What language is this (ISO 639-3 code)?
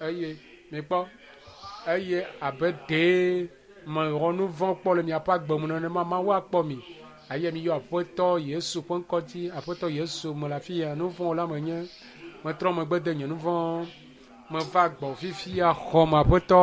ewe